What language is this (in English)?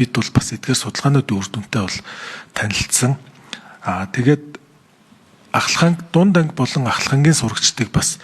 Mongolian